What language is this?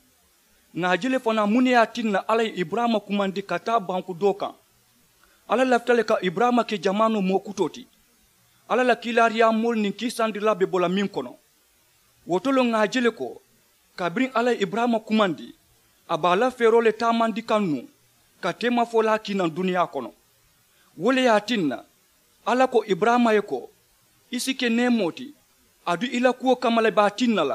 Mandingo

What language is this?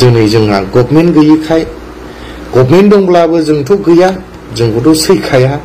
Bodo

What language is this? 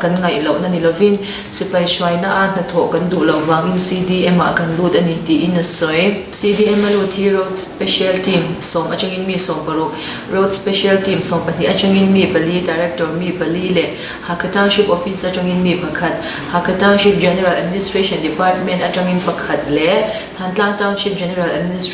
Hakha Chin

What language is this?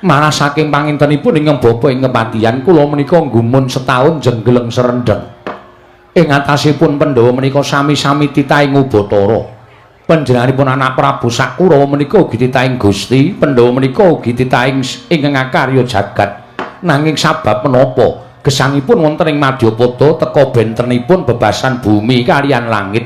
Javanese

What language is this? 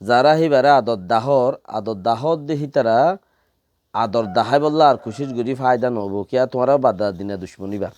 Rohingya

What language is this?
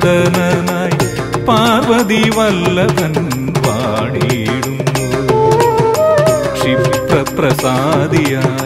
Malayalam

